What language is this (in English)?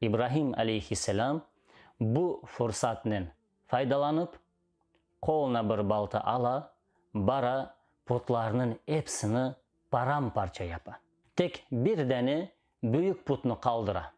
Crimean Tatar